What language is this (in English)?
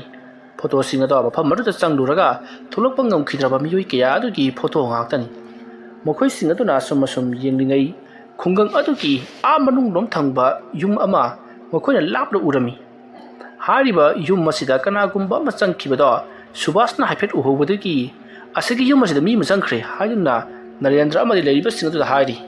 Manipuri